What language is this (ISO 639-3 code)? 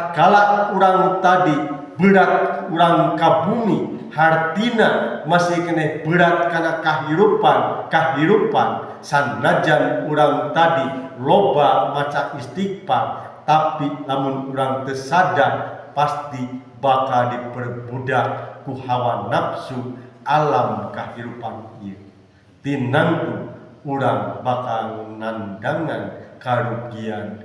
sun